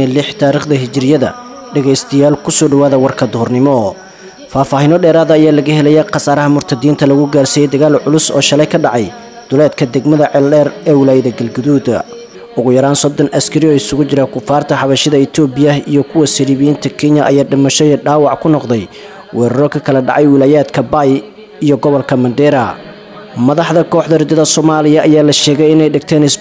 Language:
Somali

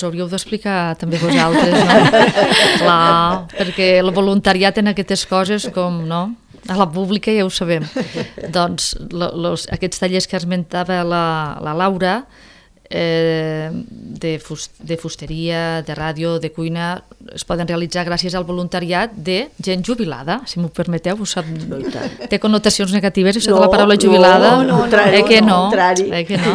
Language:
Catalan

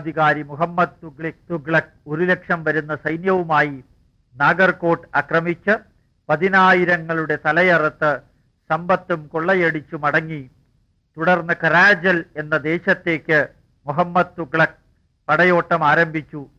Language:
Malayalam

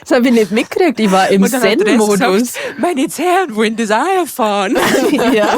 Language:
Bavarian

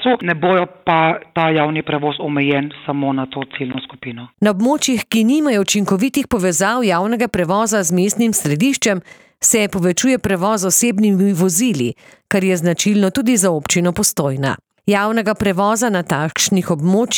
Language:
Slovenian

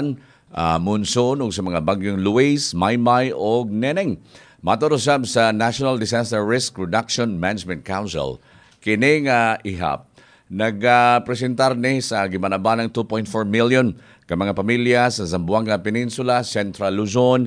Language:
Cebuano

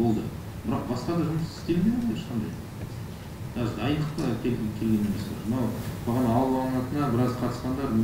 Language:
Kazakh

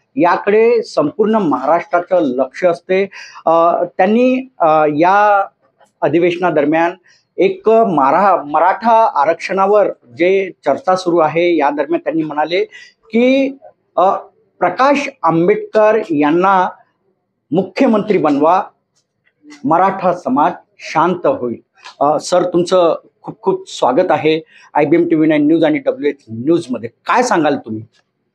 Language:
Marathi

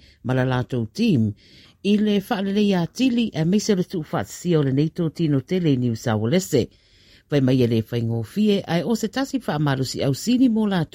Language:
Samoan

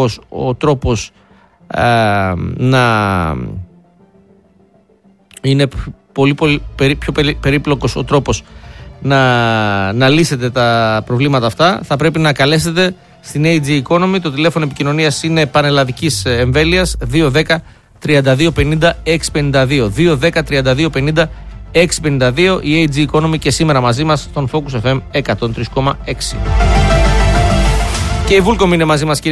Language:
Greek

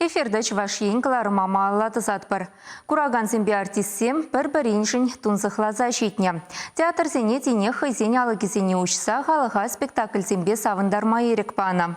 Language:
Chuvash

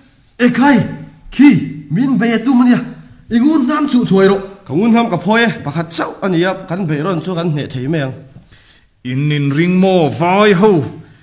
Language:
Mizo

